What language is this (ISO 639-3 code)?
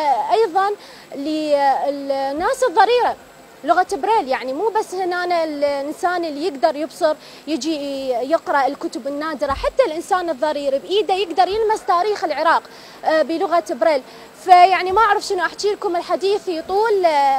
acm